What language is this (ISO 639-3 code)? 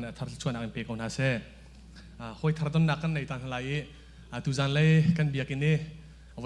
cnh